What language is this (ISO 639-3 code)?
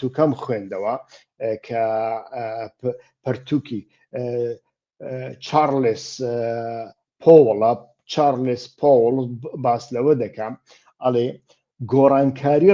ckb